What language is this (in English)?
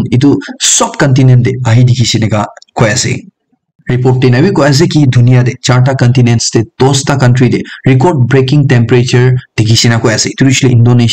Naga Pidgin